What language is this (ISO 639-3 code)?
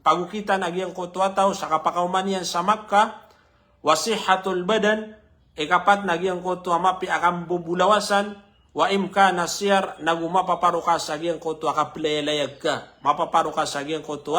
mrw